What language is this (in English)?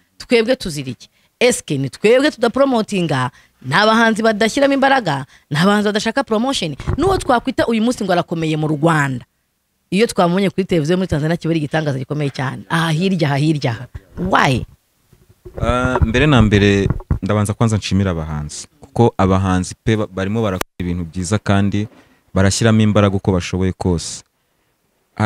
Kinyarwanda